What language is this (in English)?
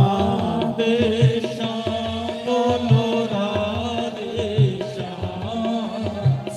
Dogri